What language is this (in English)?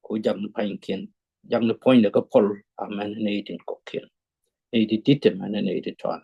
Nuer